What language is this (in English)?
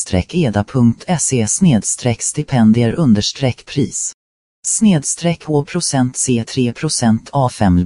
Swedish